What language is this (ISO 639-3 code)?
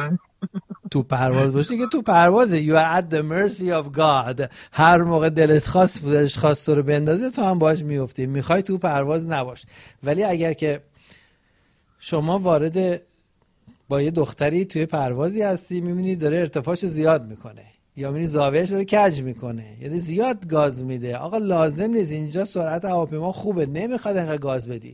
fas